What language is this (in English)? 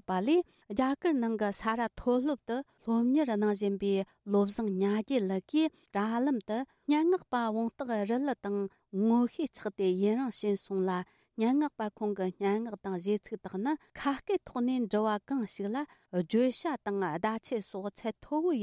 Tibetan